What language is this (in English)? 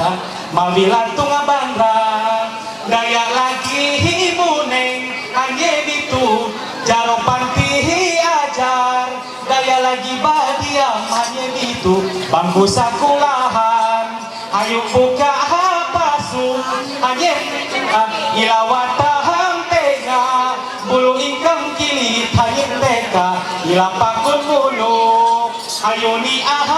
Ma'anyan